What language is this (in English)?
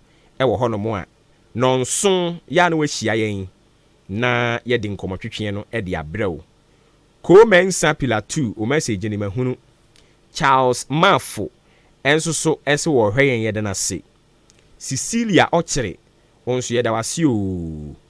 Akan